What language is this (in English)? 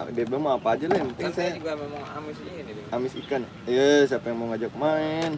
Betawi